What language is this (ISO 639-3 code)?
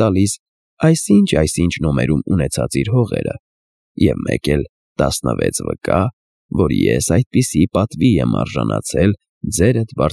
hye